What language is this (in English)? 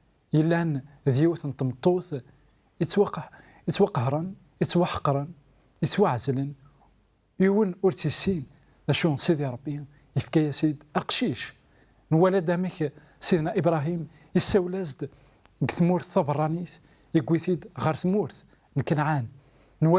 Kabyle